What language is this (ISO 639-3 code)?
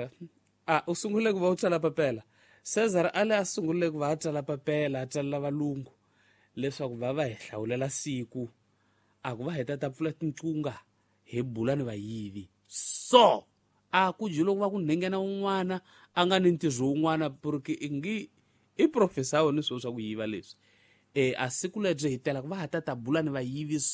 tso